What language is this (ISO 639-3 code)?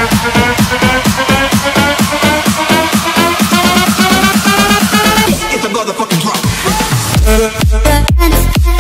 eng